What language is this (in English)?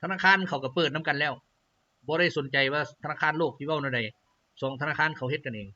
Lao